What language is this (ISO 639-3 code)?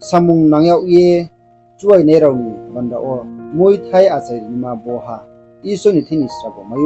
ria